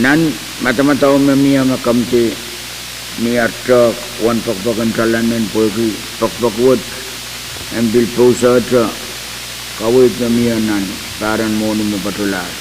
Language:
Pohnpeian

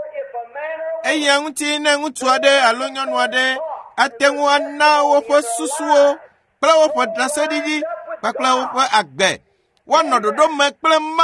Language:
Ewe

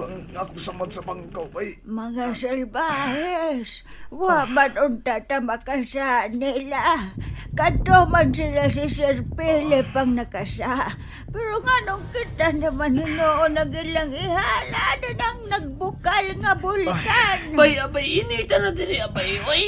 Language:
Cebuano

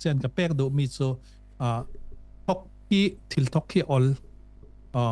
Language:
Falam Chin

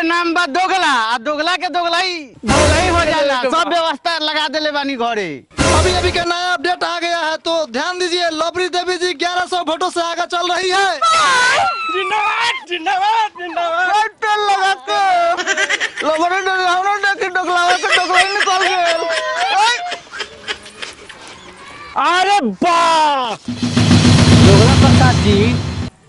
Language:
Bhojpuri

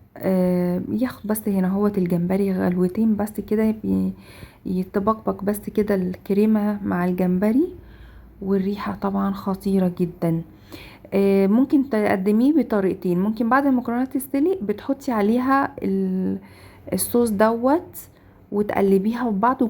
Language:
Egyptian Arabic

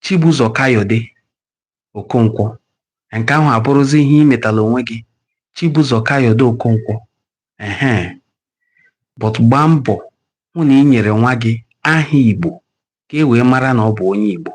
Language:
Igbo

